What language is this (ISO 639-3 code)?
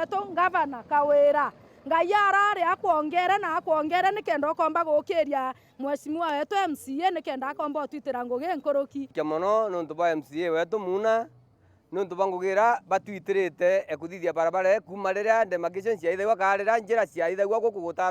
mer